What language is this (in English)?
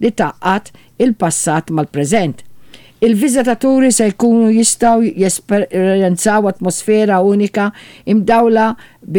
Maltese